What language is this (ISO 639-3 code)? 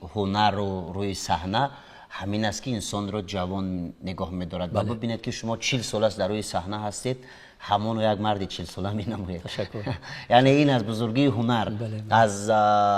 tgk